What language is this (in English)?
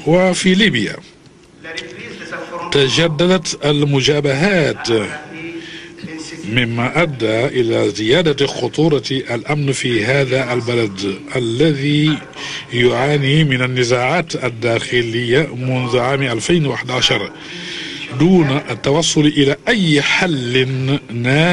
Arabic